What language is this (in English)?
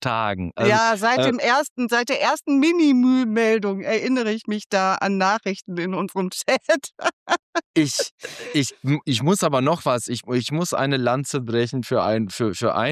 German